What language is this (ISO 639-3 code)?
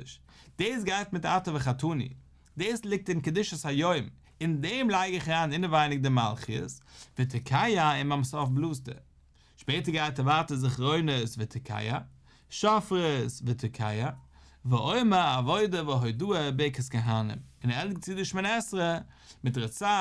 yid